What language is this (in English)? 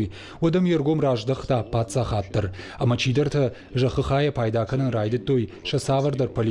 Ossetic